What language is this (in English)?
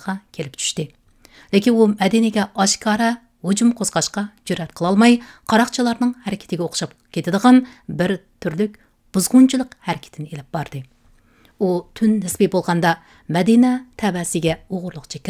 Uyghur